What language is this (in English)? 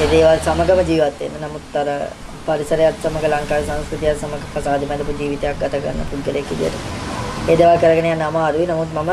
Sinhala